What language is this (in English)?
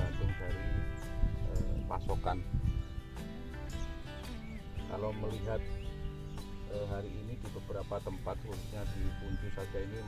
Indonesian